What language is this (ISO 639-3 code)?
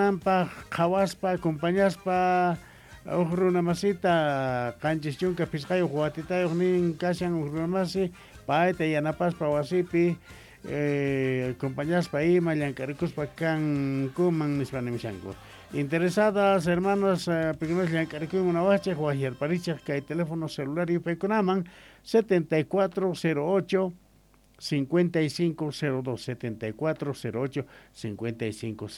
quh